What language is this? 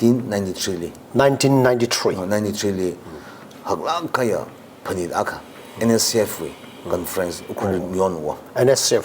Tangkhul Naga (India)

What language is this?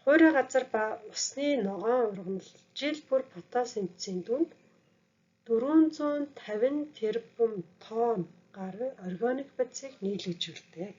Mongolian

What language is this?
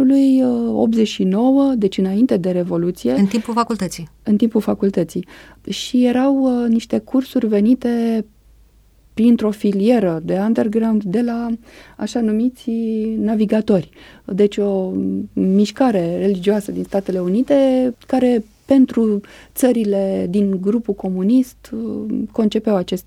Romanian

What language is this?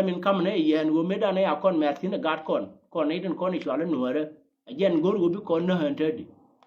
Nuer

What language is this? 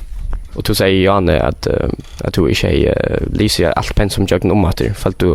Faroese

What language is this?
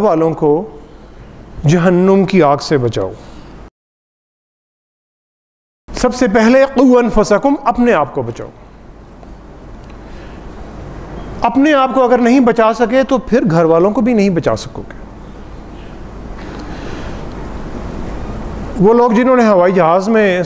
Urdu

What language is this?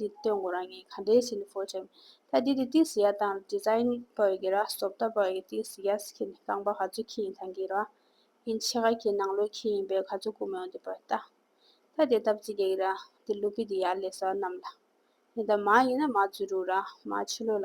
Tibetan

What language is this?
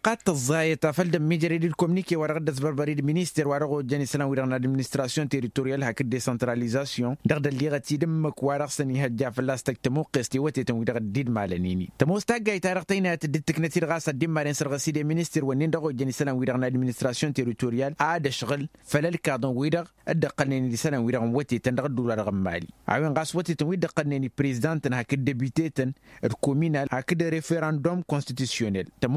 Tamasheq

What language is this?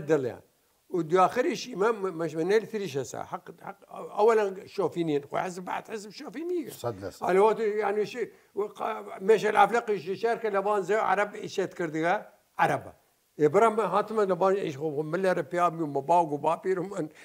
Southern Kurdish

